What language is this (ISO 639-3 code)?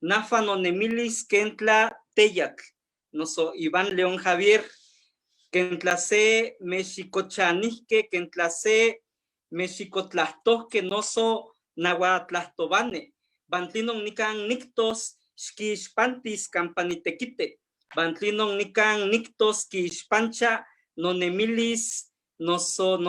nhe